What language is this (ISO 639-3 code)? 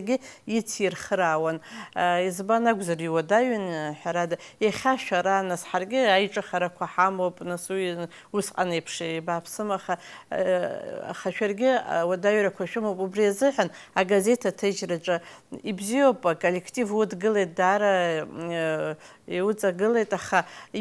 abk